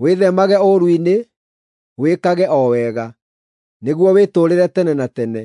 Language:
Kikuyu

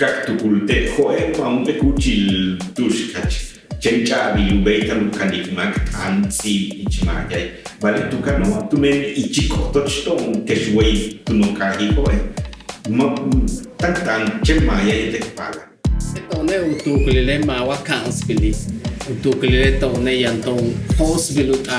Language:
Yucateco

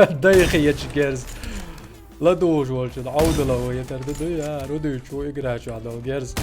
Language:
Chechen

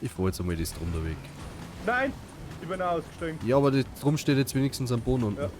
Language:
Bavarian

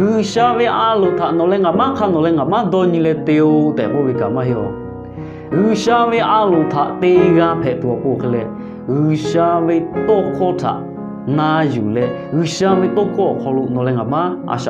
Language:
Lahu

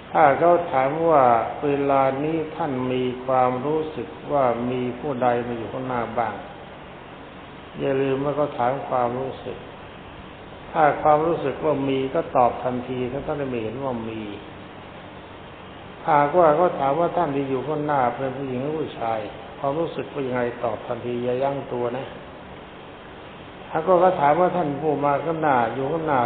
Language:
Thai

